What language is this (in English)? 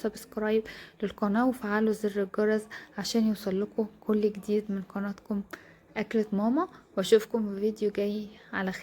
Egyptian Arabic